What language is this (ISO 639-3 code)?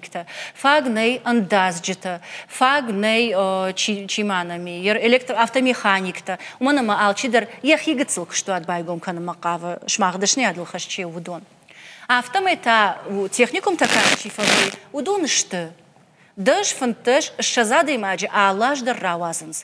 oss